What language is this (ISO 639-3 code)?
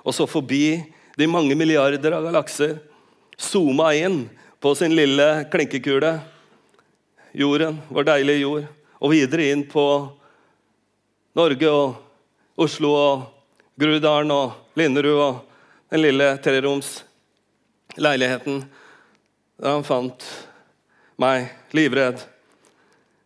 nor